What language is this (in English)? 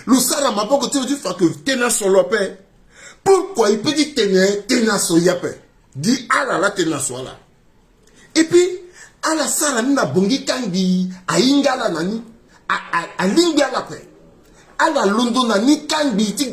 Sango